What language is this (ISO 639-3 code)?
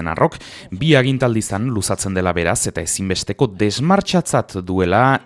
eus